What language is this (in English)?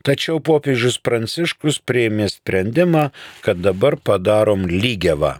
Lithuanian